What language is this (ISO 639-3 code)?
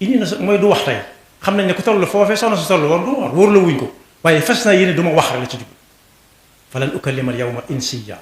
wol